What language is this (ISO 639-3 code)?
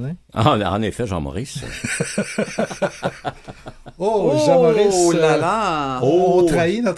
fra